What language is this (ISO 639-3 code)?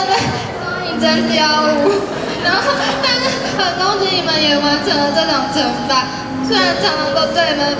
zho